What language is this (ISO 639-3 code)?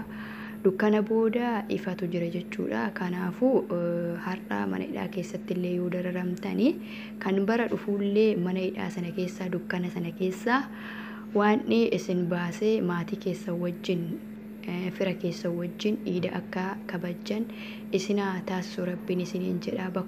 orm